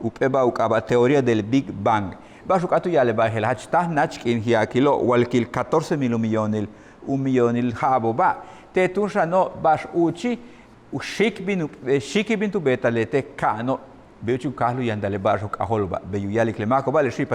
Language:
Yucateco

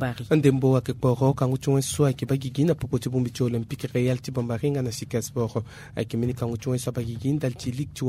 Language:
Sango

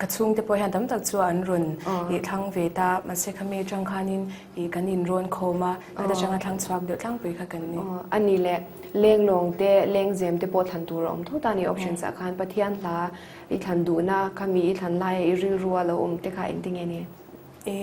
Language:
Mizo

